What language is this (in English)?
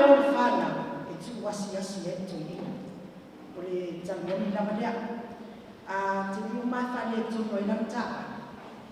Samoan